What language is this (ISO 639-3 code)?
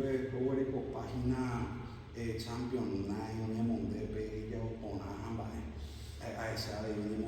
grn